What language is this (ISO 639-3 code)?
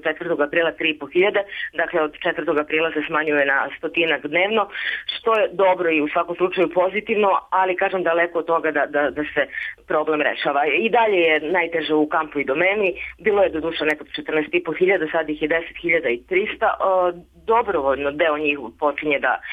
srp